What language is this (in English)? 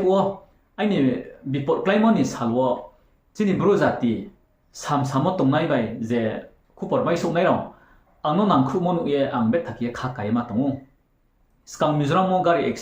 Riang (India)